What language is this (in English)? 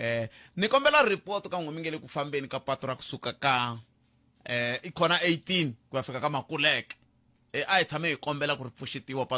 Tsonga